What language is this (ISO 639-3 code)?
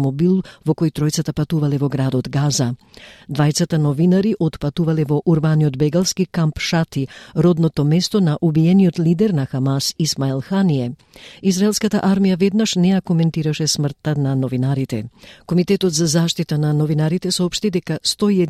mkd